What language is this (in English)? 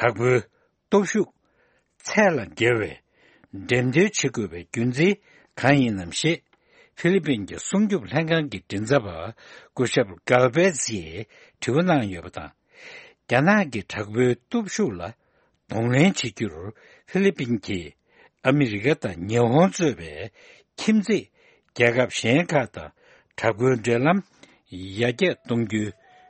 Tibetan